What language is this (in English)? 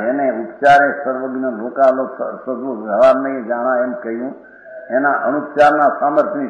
Gujarati